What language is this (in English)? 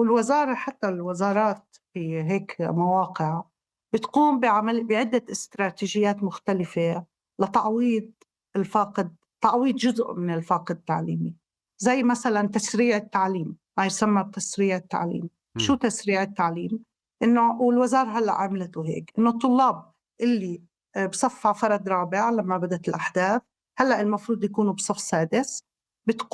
North Levantine Arabic